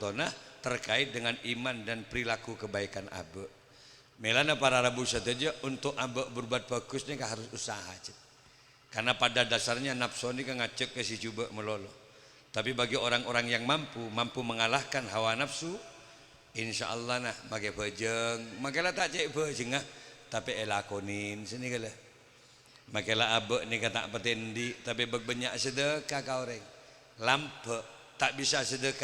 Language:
Madurese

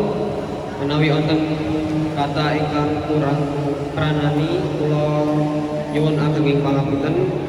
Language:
Javanese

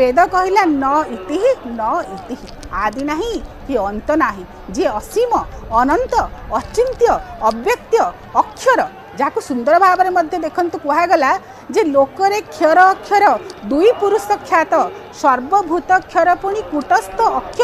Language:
Odia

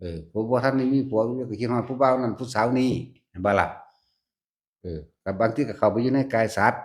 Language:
Northeastern Thai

